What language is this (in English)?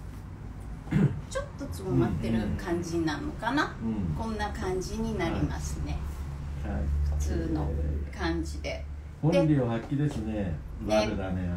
Japanese